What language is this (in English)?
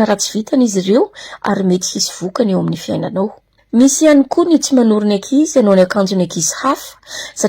Malagasy